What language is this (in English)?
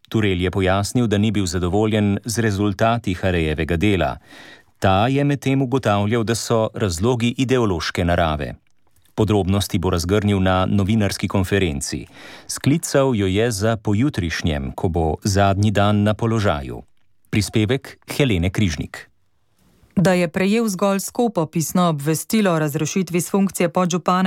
Slovenian